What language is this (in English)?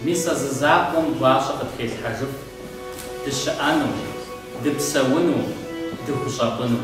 Kabardian